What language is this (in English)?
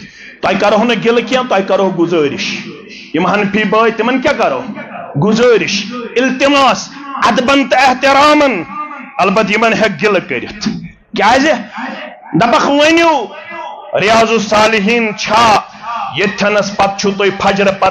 Kashmiri